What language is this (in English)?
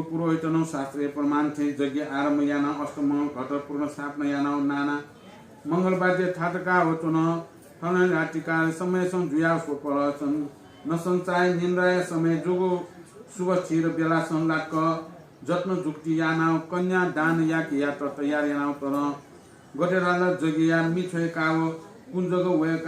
Newari